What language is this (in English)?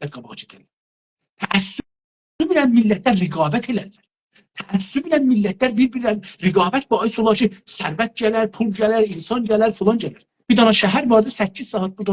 South Azerbaijani